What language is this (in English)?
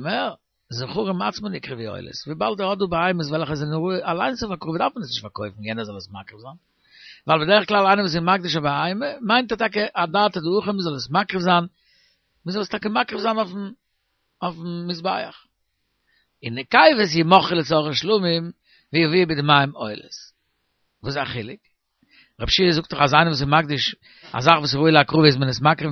Yiddish